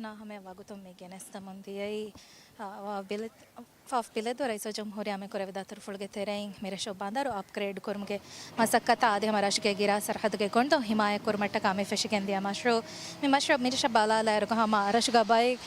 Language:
Divehi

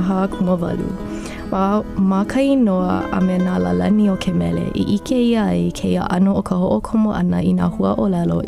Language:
Hawaiian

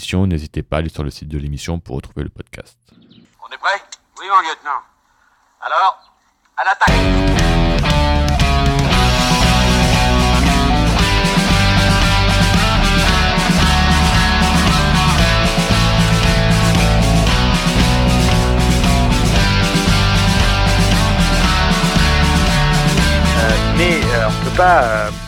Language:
French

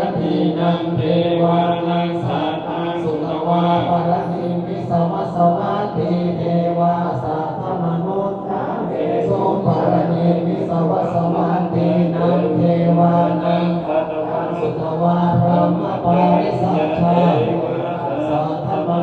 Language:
Pali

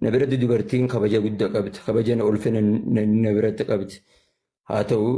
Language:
Oromo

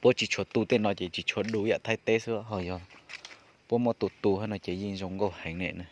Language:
Hmong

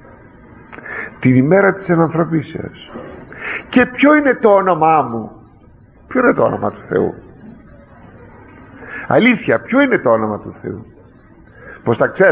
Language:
Greek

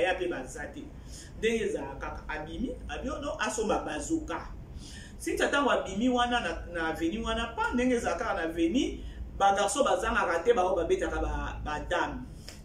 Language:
Lingala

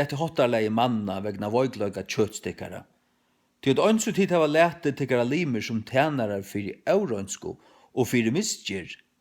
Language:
Faroese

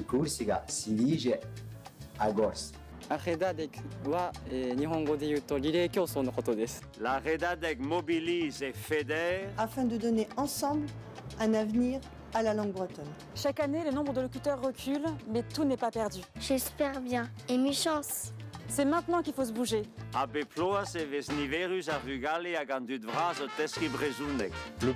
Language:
Breton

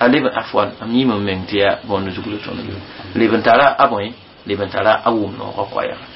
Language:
Mossi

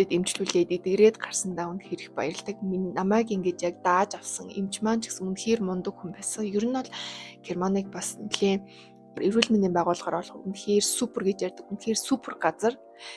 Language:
Mongolian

